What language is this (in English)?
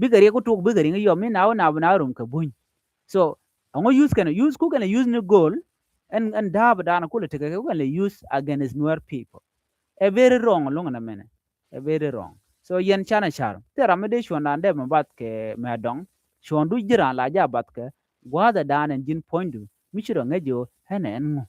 Nuer